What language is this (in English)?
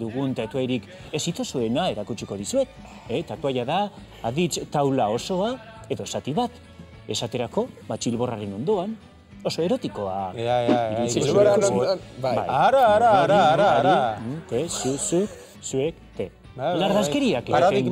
Basque